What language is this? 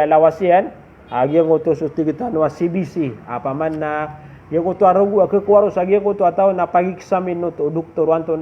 Maranao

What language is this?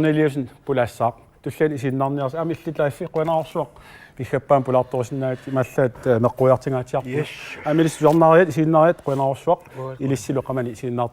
Kalaallisut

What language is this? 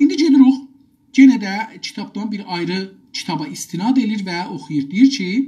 South Azerbaijani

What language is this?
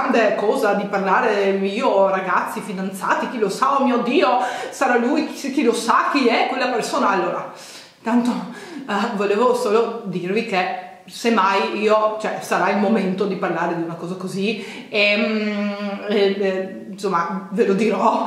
Italian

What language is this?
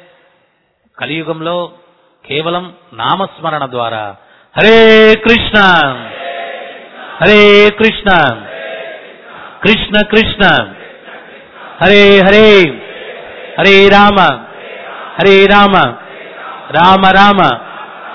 Telugu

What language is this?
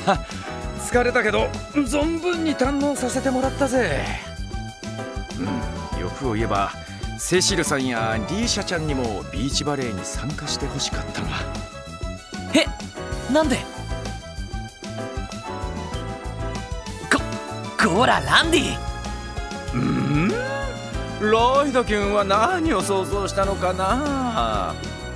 Japanese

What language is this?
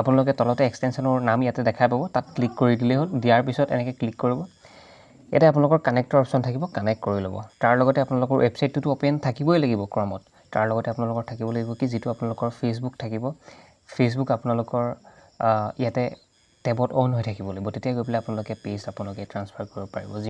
Assamese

